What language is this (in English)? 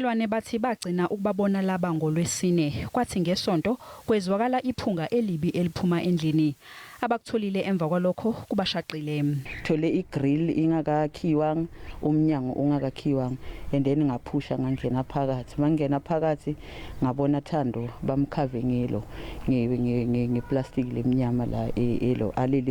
Zulu